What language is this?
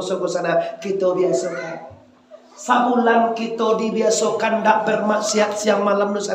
Minangkabau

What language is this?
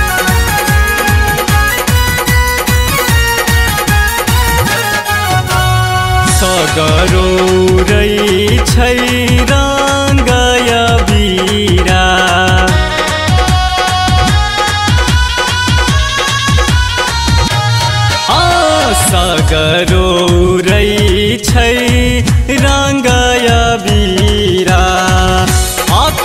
Maithili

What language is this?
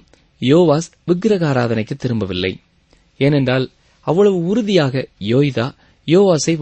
Tamil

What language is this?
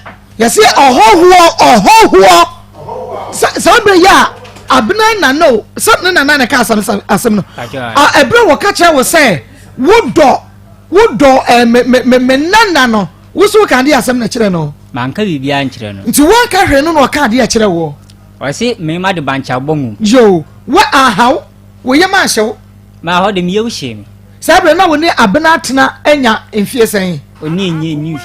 Akan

